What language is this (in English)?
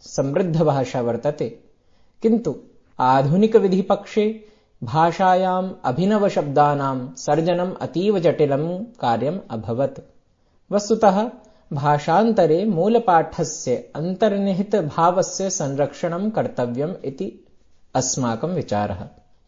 Sanskrit